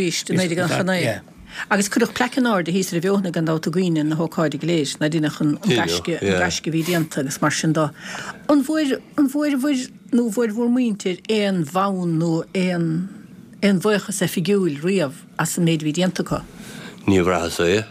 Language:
Irish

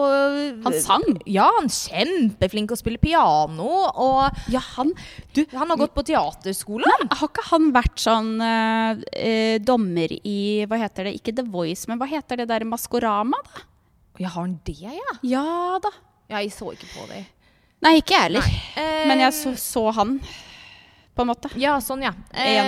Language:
Norwegian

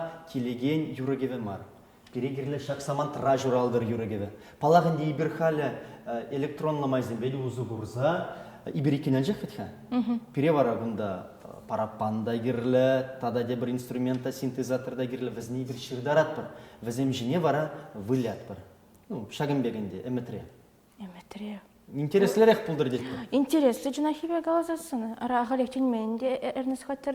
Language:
Chuvash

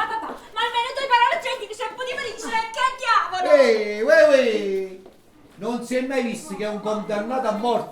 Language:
Neapolitan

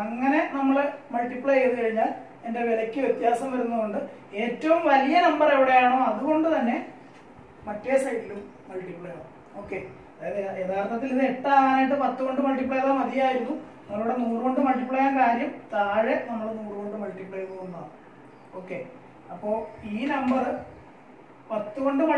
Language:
Malayalam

